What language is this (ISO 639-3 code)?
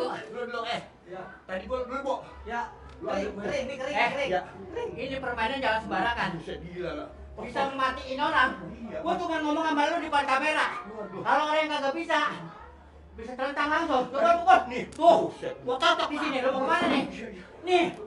bew